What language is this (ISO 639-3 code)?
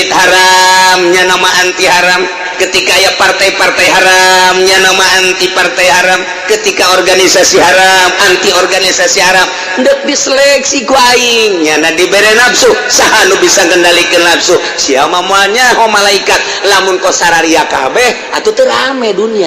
sun